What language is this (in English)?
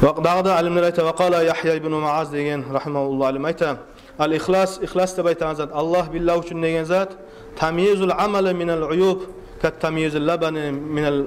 Kumyk